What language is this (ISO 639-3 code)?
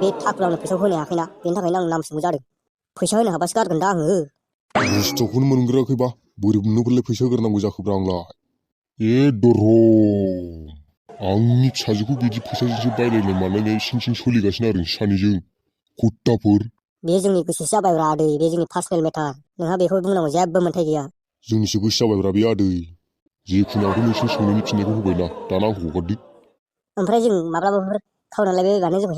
brx